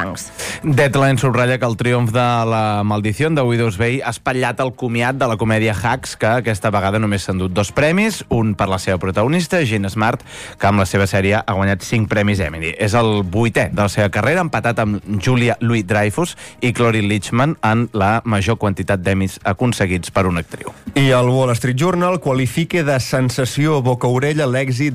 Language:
Catalan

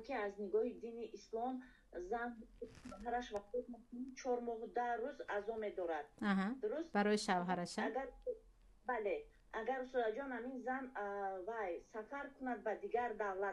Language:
Tajik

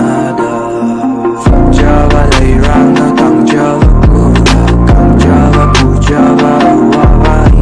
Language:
Manipuri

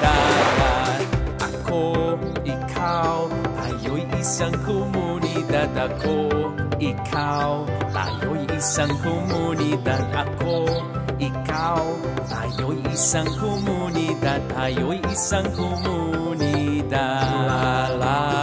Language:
Filipino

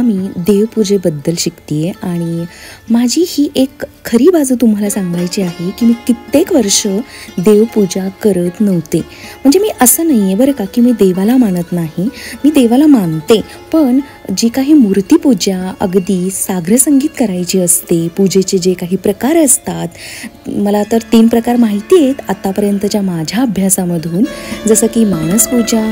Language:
Marathi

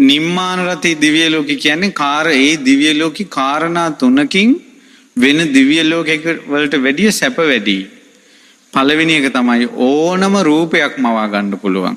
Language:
Sinhala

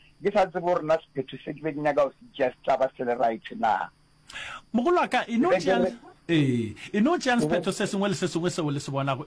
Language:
Northern Sotho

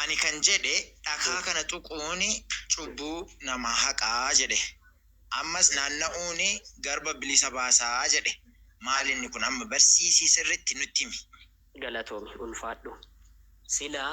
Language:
Oromo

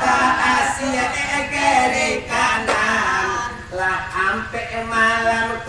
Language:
Minangkabau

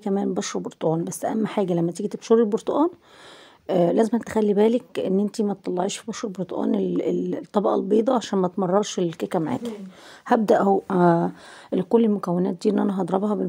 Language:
Egyptian Arabic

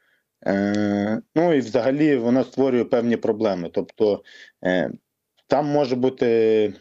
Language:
Ukrainian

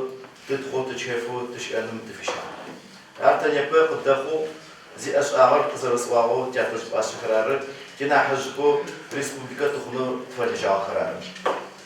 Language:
Adyghe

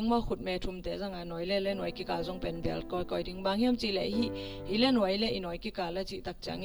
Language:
Tedim Chin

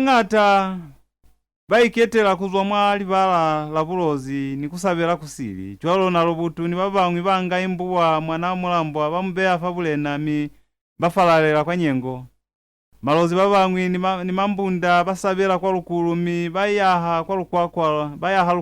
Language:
Lozi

